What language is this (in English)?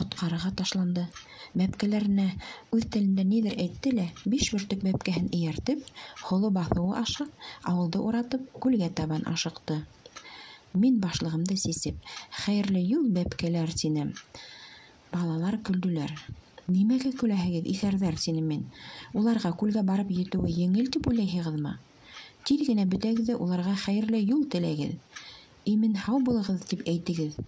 Bashkir